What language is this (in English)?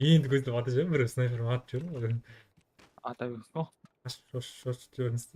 Kara-Kalpak